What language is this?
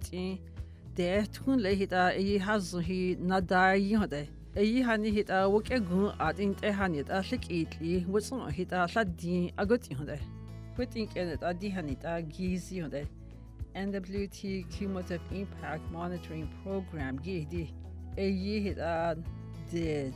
Dogrib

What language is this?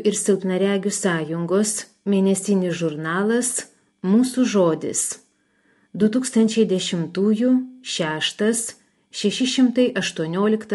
Lithuanian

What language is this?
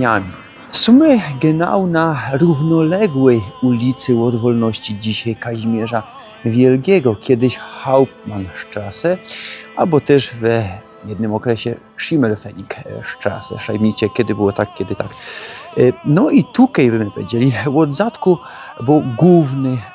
Silesian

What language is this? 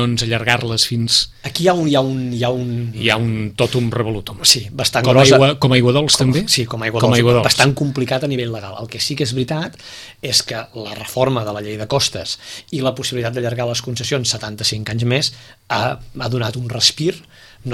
Catalan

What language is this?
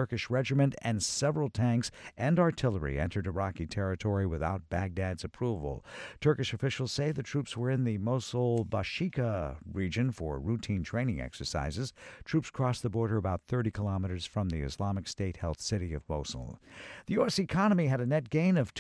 English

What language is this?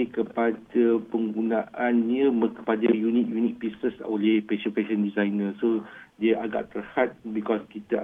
Malay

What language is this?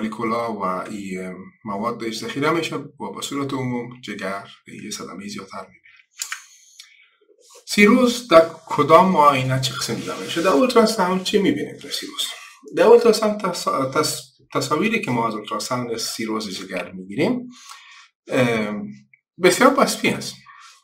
Persian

